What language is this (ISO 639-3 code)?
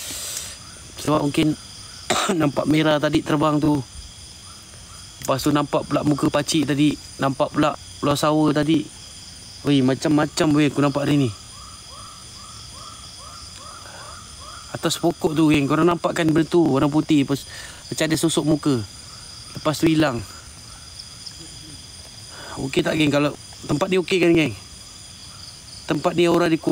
msa